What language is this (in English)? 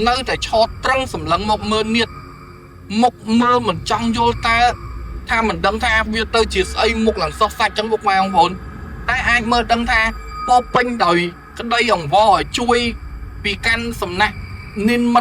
Khmer